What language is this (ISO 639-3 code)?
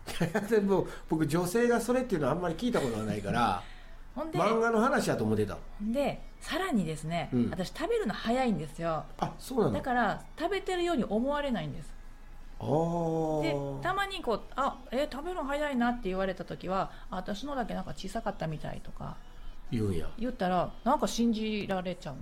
jpn